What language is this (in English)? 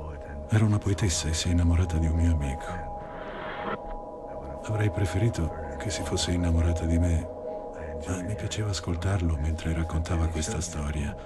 Italian